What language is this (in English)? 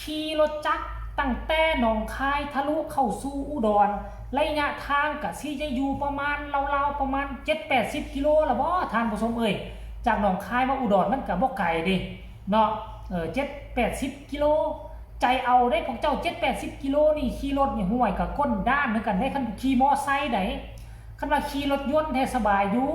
Northeastern Thai